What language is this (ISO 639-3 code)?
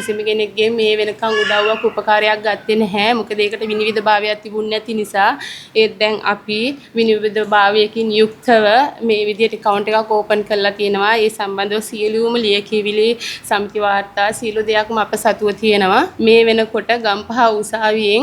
sin